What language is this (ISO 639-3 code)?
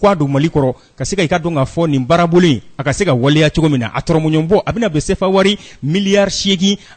bam